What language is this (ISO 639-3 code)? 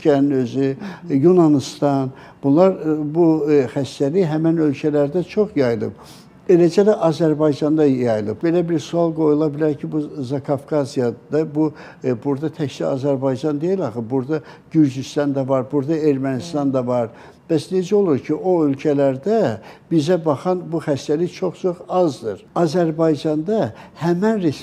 aze